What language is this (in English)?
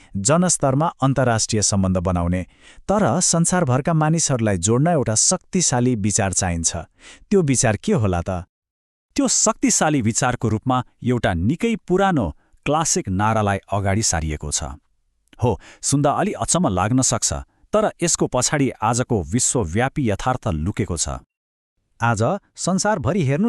Nepali